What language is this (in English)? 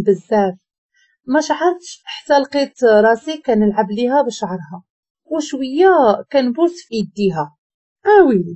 Moroccan Arabic